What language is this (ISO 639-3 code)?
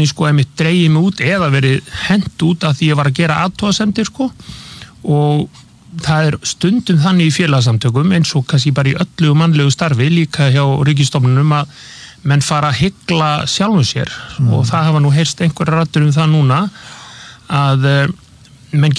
isl